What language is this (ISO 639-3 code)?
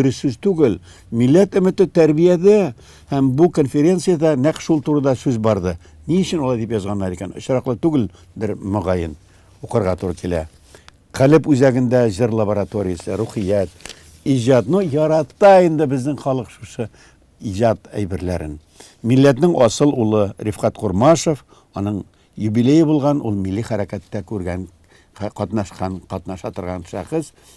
tat